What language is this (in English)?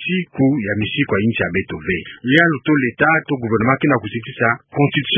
Kituba (Democratic Republic of Congo)